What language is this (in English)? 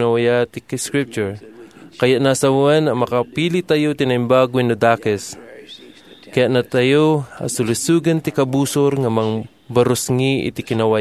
Iloko